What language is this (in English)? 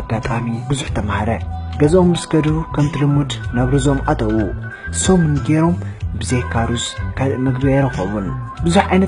Tigrinya